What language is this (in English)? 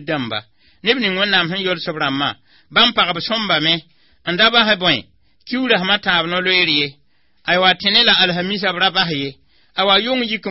Mossi